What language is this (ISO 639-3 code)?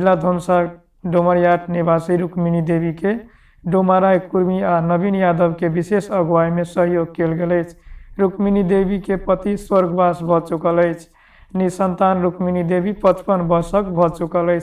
mai